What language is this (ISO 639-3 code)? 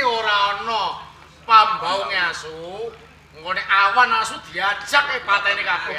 jav